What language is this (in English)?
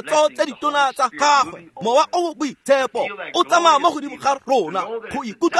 Tswana